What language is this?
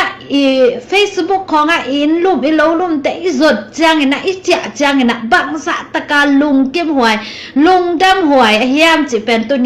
Tedim Chin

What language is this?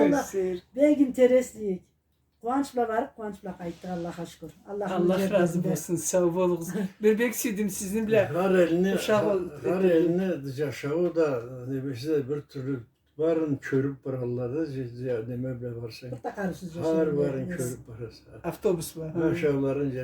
Karachay-Balkar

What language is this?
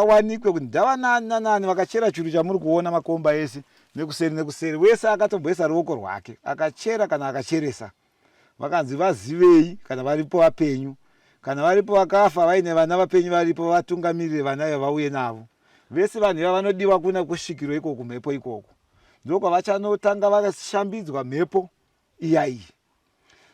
Shona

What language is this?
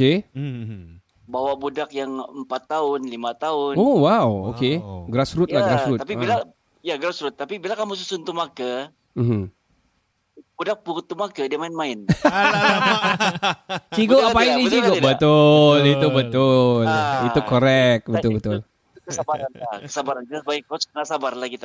Malay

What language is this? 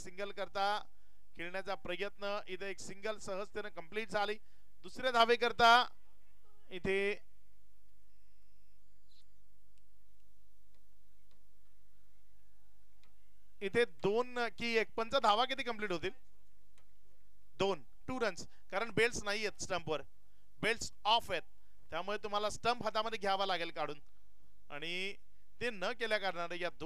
Marathi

